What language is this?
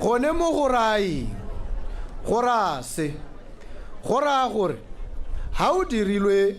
Tswana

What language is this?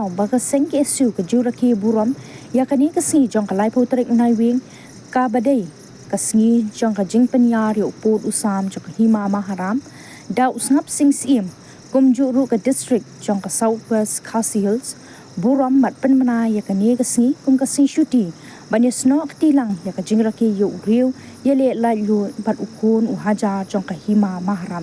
Khasi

